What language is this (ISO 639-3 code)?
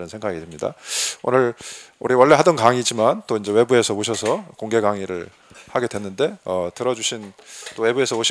kor